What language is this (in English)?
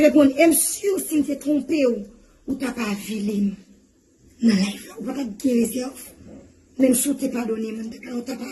Haitian Creole